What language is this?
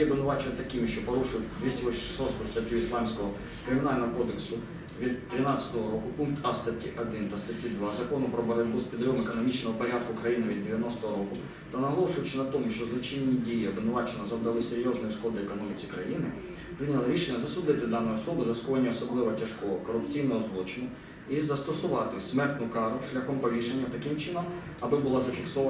Ukrainian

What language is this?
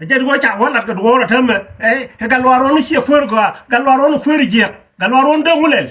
Nuer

